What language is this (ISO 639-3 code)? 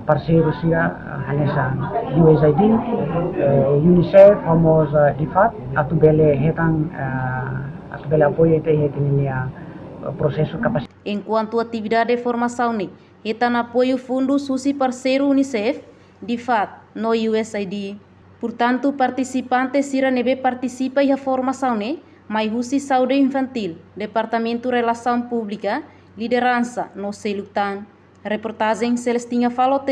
tet